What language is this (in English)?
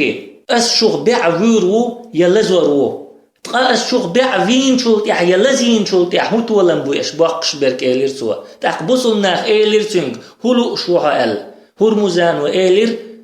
Chechen